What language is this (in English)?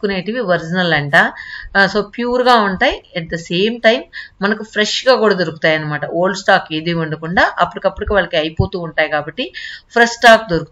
Telugu